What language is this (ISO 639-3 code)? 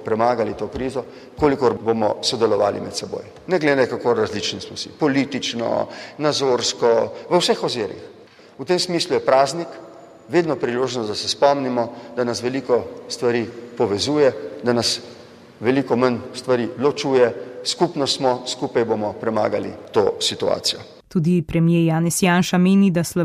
slv